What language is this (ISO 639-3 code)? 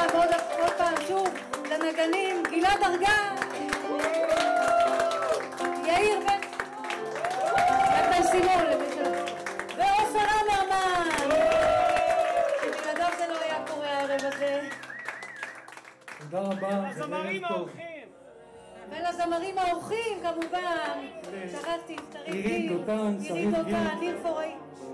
heb